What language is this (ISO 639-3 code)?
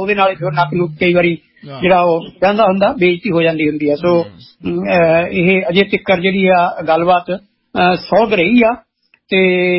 pan